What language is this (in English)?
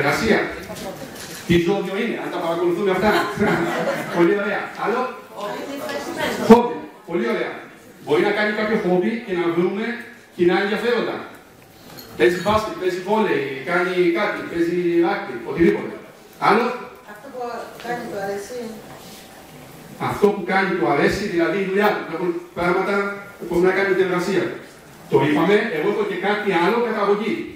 Greek